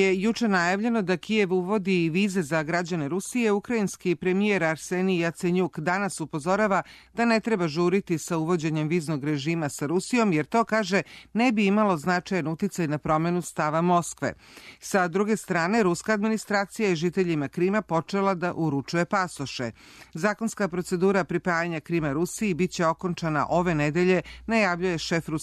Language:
Serbian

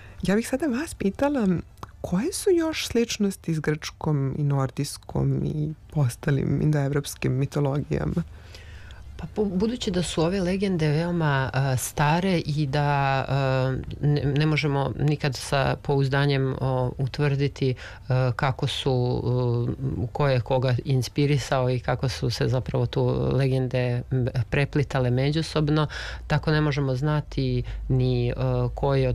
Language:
Serbian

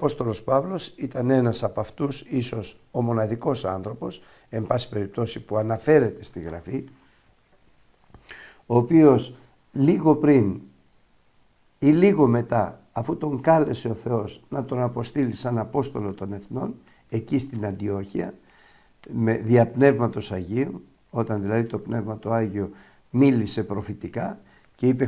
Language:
Greek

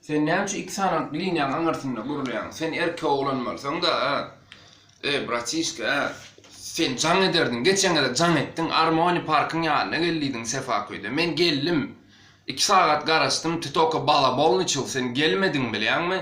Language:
Turkmen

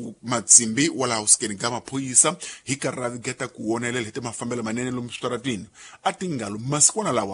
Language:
Tsonga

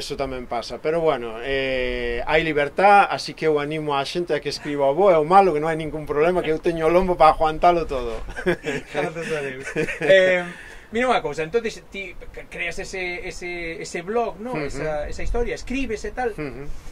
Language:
Galician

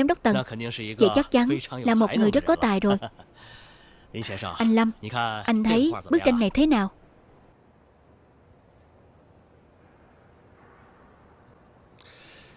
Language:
Vietnamese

